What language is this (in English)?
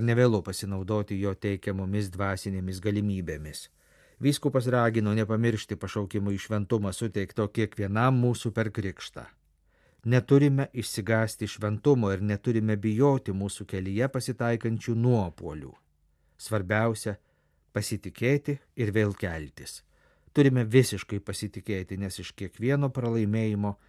Lithuanian